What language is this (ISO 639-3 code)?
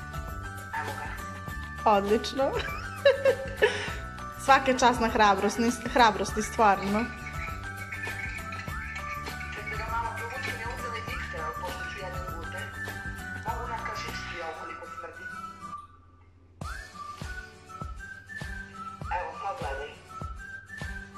srp